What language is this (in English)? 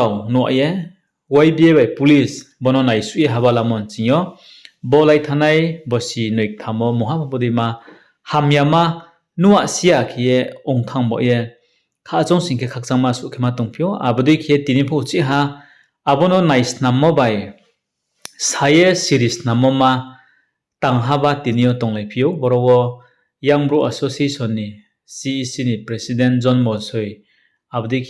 Riang (India)